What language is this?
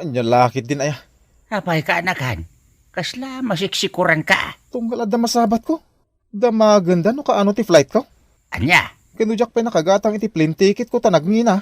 Iloko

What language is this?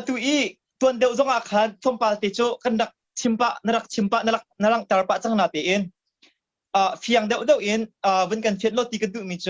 Hakha Chin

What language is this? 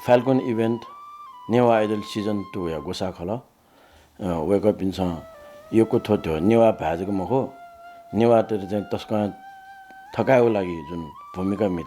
Newari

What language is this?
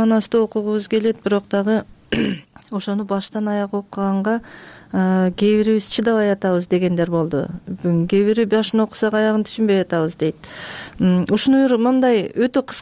Kyrgyz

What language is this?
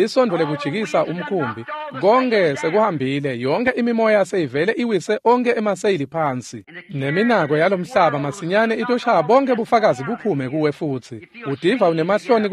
Swati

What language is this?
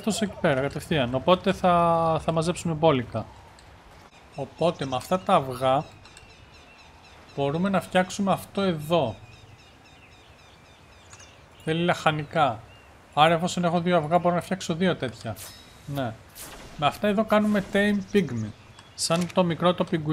Greek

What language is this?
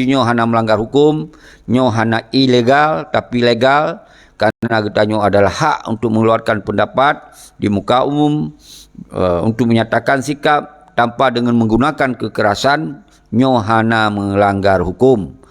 Achinese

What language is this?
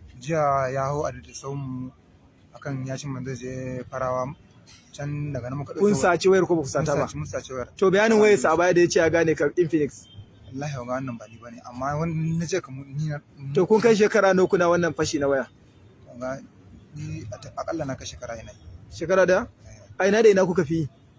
Hausa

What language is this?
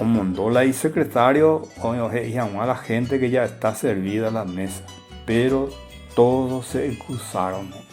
Guarani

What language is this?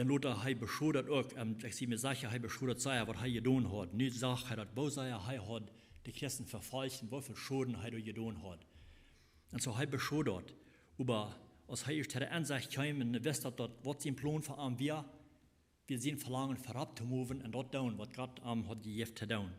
Plautdietsch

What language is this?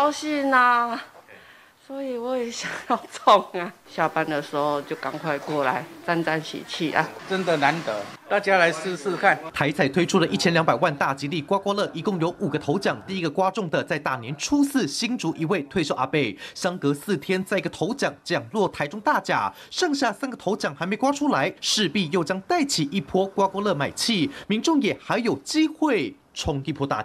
Chinese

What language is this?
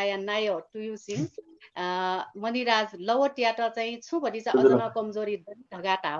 Newari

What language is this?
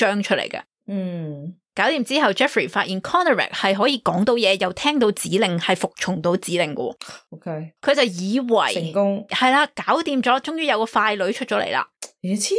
Cantonese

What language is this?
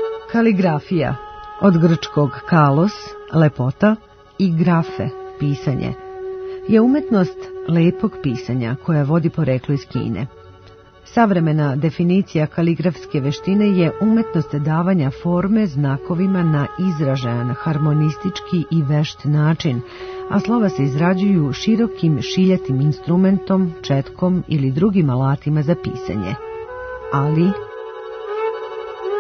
Serbian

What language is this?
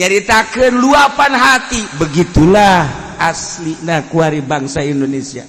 Sundanese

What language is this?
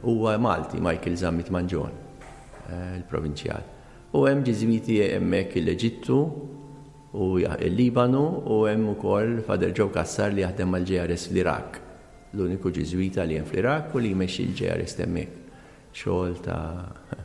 Maltese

